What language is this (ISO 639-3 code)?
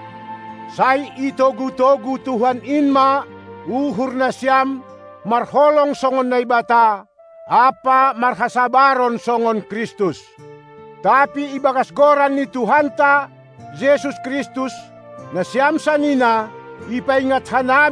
bts